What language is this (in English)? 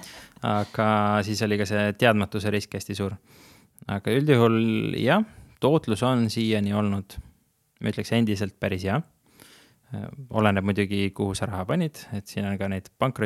Estonian